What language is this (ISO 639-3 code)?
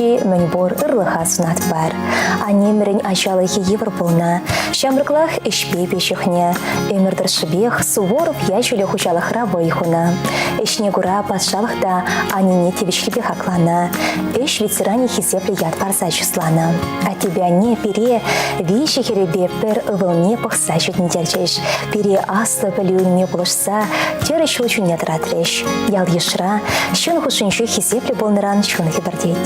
chv